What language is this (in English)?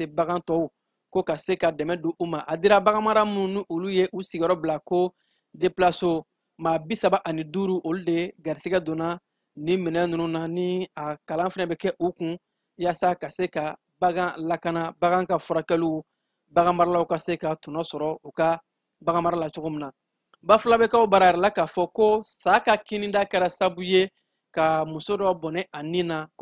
Bambara